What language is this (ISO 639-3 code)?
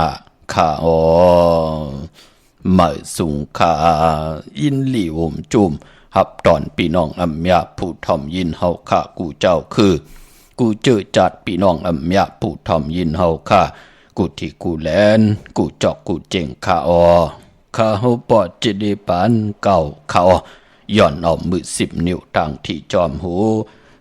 shn